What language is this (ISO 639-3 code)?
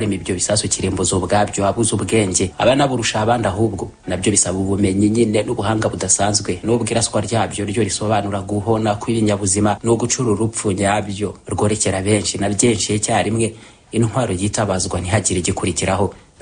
kin